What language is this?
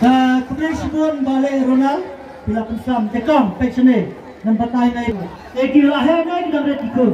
Khasi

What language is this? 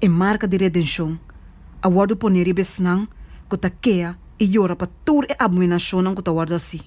Papiamento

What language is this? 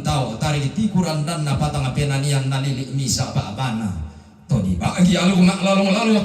Toraja-Sa'dan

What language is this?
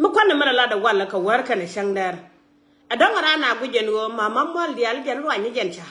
Nuer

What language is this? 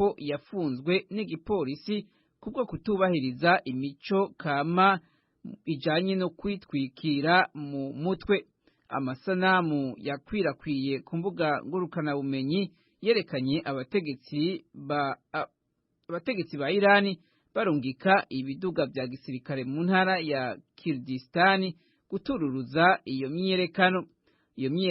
Rundi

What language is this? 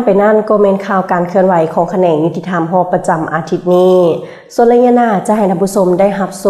Lao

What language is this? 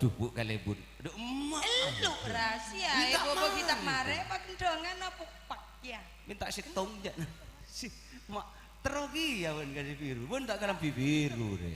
Madurese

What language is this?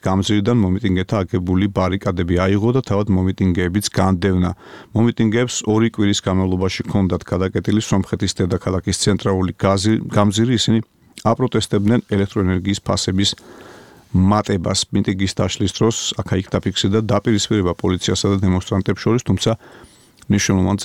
Georgian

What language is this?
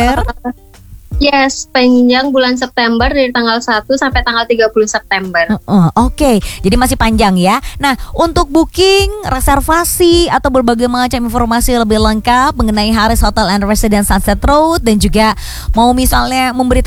Indonesian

